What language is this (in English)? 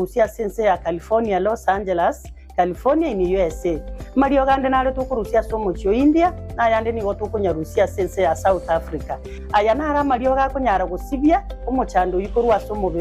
Gusii